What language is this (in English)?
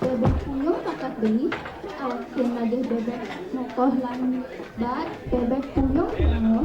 Balinese